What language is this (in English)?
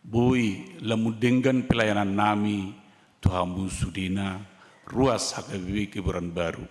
Batak Toba